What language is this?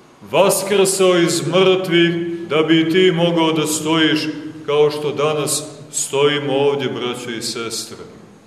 Serbian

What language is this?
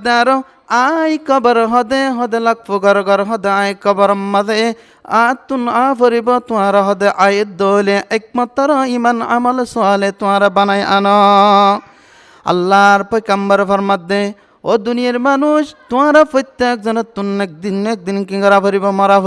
Rohingya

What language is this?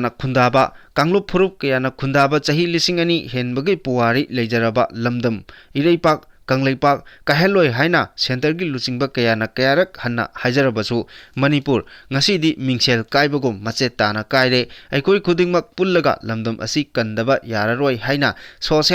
Manipuri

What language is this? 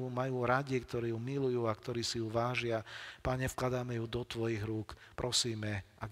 Slovak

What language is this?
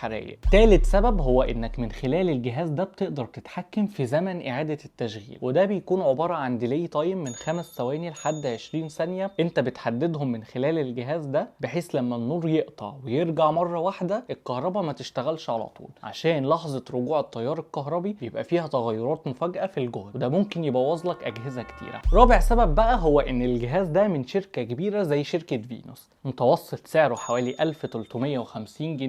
Egyptian Arabic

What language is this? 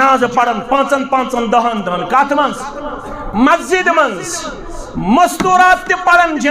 Kashmiri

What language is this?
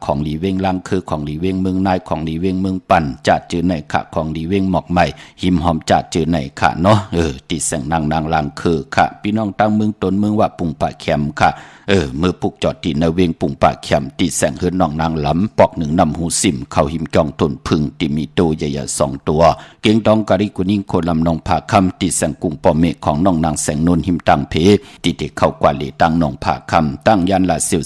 Shan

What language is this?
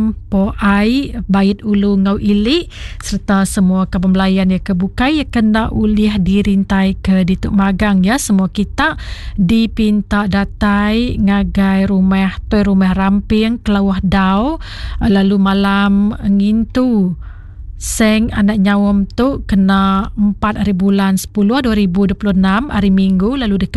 Iban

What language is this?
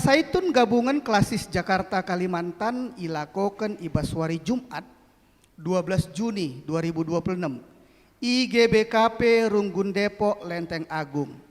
Batak Karo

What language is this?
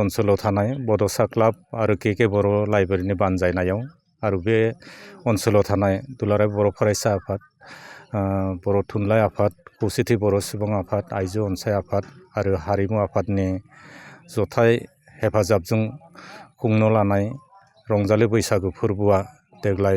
Bodo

